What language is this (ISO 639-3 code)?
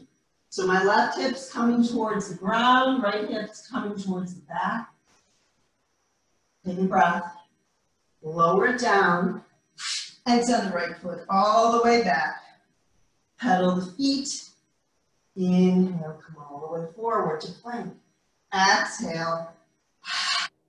eng